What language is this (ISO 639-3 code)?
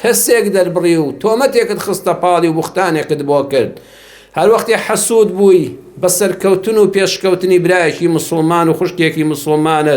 ckb